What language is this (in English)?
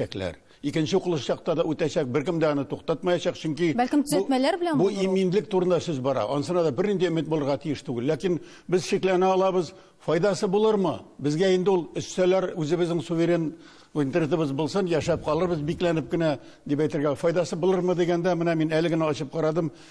Tatar